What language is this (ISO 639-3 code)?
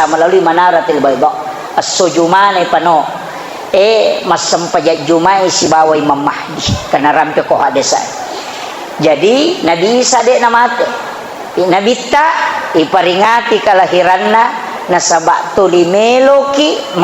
bug